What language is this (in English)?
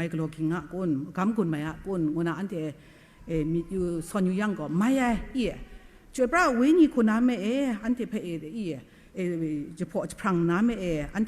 Kachin